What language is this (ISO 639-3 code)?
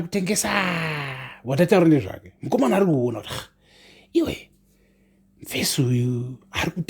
sna